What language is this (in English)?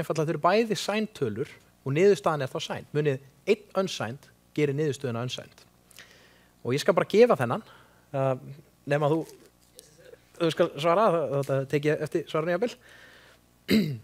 Icelandic